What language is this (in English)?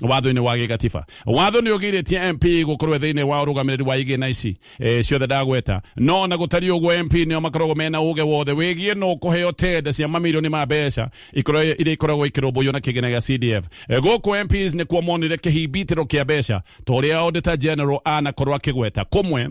Kikuyu